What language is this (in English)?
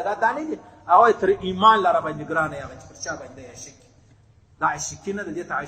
Pashto